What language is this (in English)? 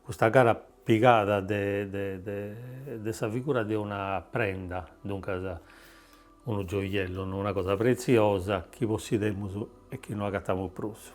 Sardinian